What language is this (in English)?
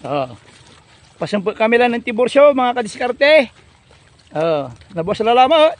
Pangasinan